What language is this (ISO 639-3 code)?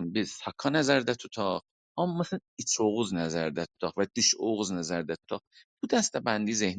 azb